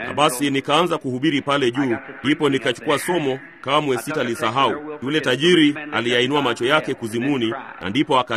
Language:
Swahili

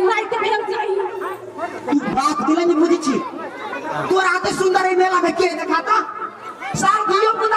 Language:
Maithili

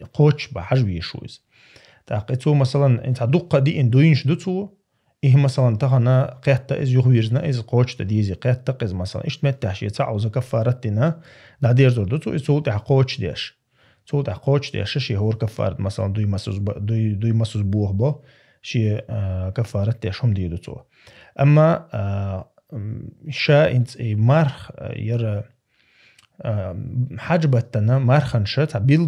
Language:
Chechen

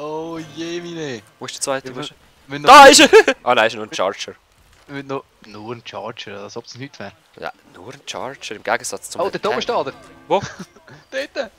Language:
Swiss German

